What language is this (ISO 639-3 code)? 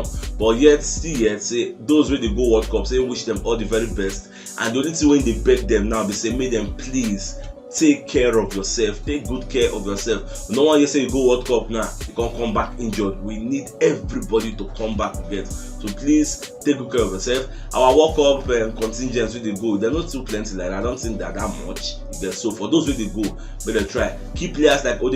pcm